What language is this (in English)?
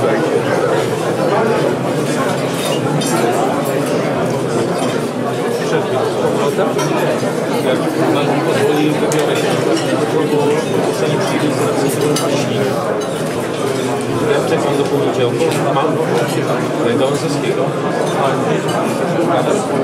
Polish